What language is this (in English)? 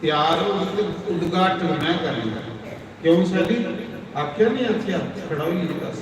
Dogri